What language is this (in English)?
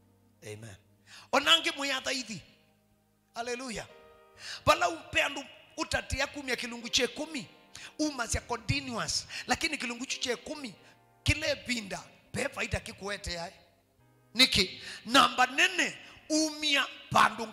Kamba